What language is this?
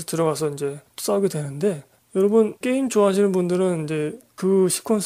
Korean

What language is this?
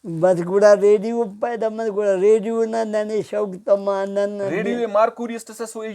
Brahui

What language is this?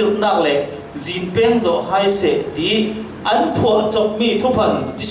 Falam Chin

